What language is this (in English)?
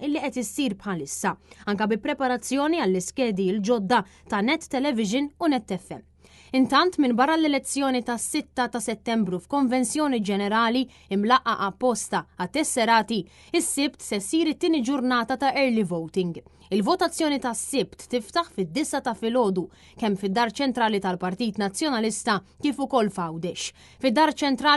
Maltese